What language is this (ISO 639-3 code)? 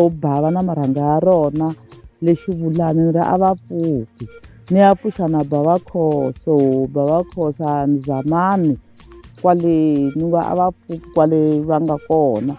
tso